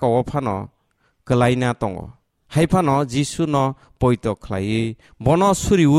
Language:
Kok Borok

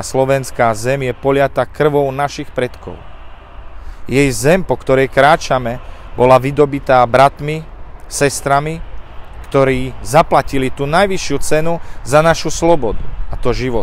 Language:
Slovak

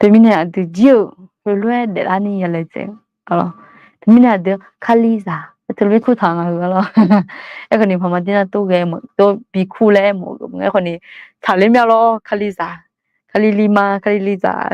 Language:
Akha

